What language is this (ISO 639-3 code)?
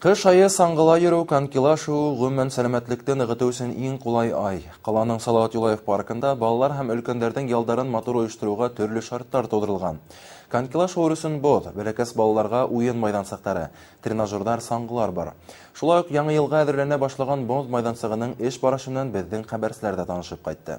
bak